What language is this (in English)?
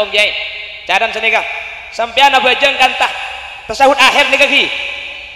Madurese